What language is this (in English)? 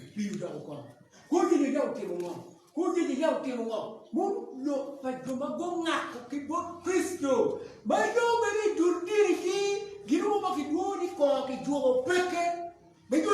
Acoli